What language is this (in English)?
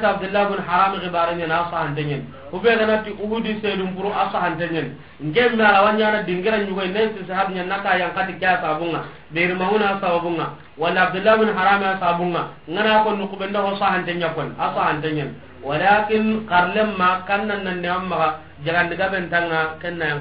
Soninke